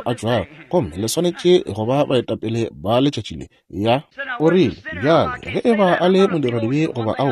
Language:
Northern Sotho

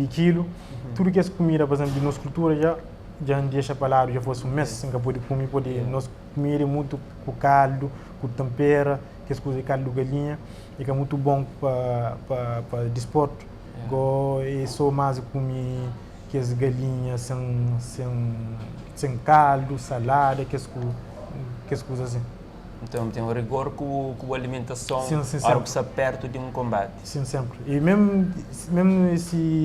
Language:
Kabuverdianu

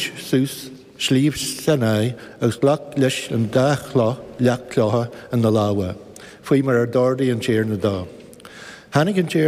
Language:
Irish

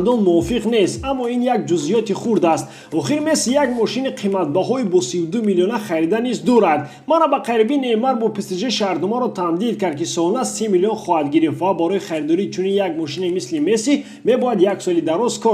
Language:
Tajik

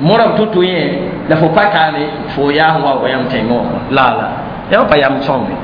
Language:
Mossi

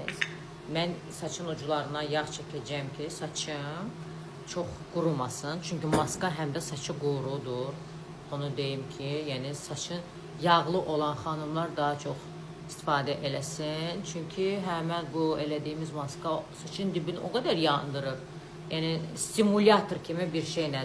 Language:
Azerbaijani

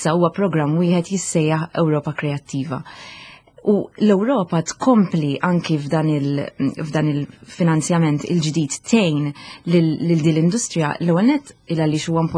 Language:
Maltese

